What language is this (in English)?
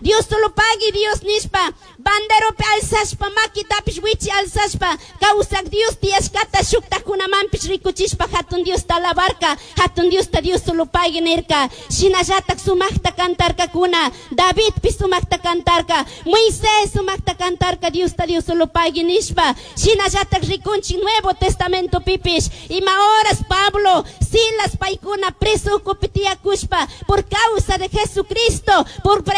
Chimborazo Highland Quichua